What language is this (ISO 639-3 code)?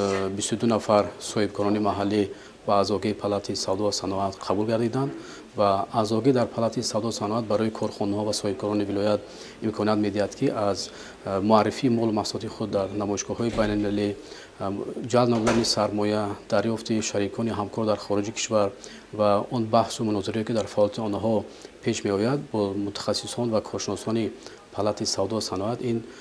tgk